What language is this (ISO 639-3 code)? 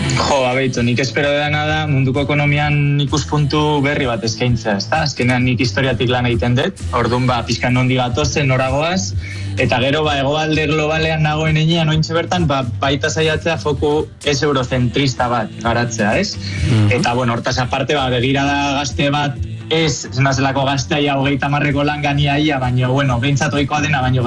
eus